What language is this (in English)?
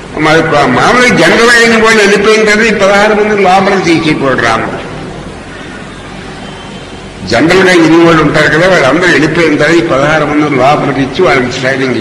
Telugu